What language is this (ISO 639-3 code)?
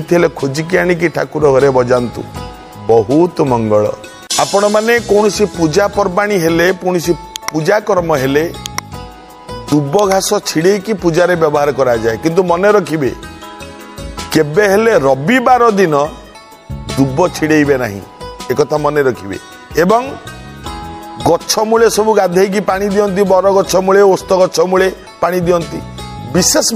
ori